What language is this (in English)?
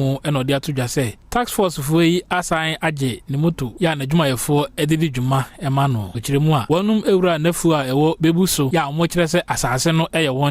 Akan